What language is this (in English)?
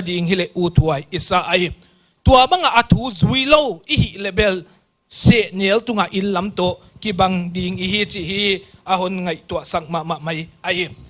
Paite Chin